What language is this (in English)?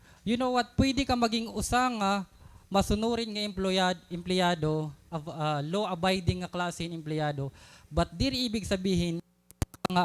Waray